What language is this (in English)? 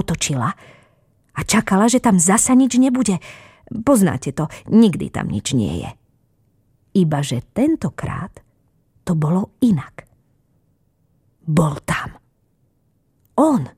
Slovak